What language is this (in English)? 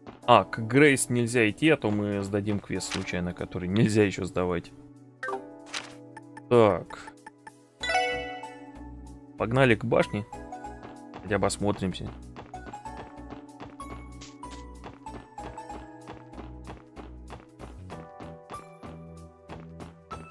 Russian